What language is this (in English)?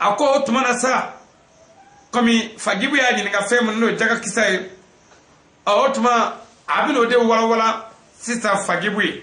Bambara